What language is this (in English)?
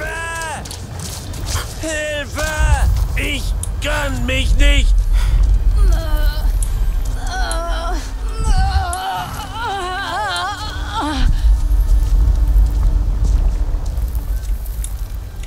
German